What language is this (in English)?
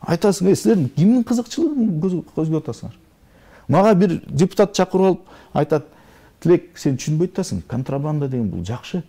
Kyrgyz